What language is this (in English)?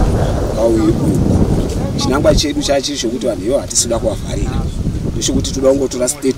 Shona